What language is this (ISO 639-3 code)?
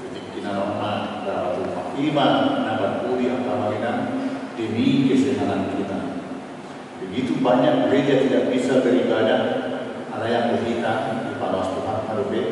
bbc